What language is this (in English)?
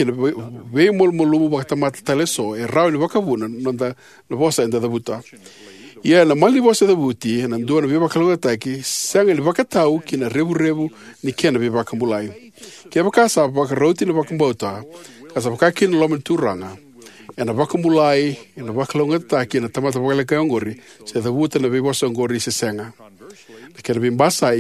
Fijian